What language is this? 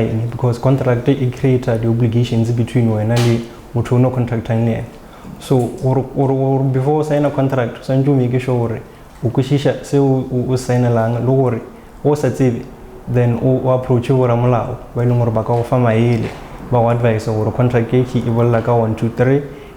Northern Sotho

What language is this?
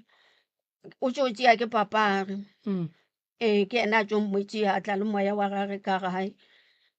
Northern Sotho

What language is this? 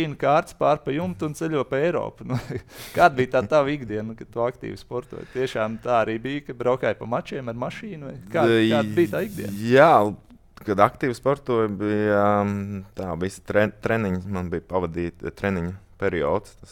Latvian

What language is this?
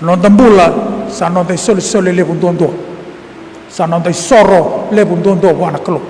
Fijian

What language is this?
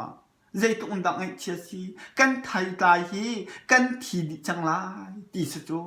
Hakha Chin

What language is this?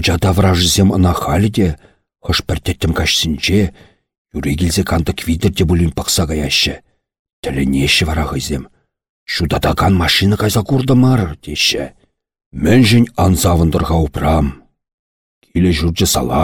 Chuvash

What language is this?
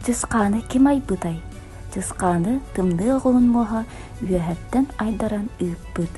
Yakut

